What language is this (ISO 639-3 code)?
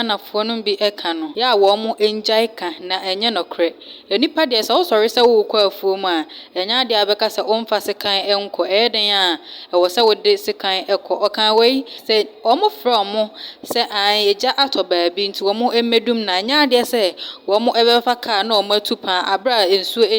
aka